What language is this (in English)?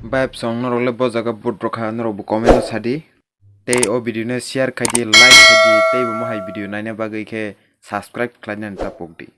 Kok Borok